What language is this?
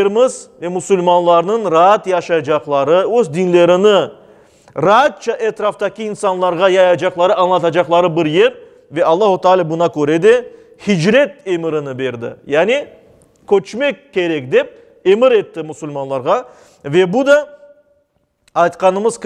Crimean Tatar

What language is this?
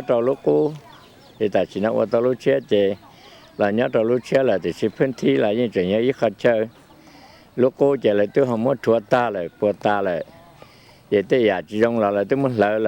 Hmong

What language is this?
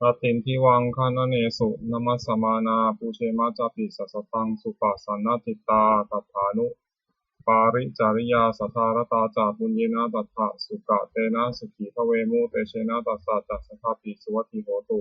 Pali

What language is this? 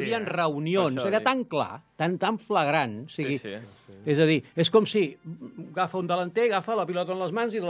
Catalan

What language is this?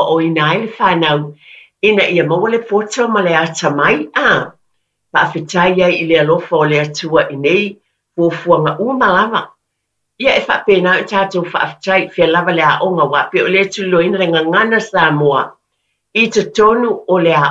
Samoan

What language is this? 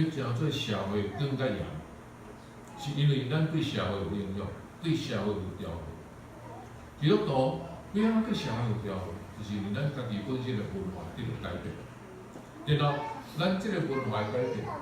Min Nan Chinese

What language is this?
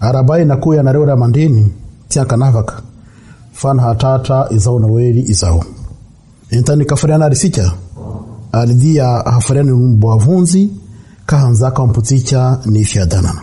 Malagasy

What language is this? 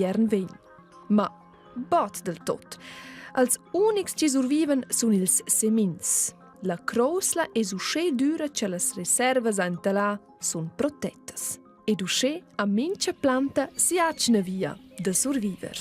Romansh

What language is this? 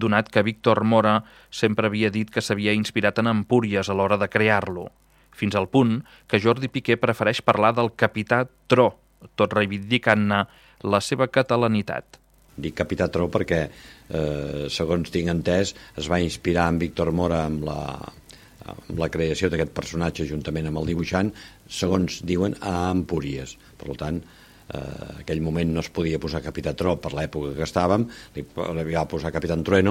Catalan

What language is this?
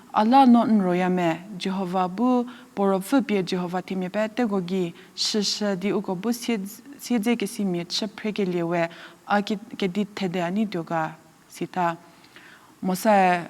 Angami Naga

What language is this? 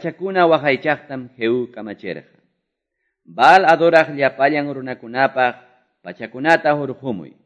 Quechua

